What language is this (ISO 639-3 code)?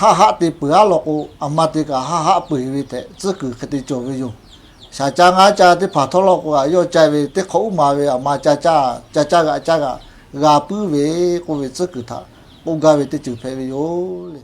lhu